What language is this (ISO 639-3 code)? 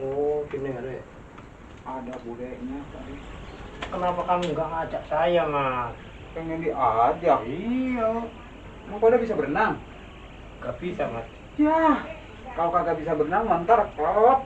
bew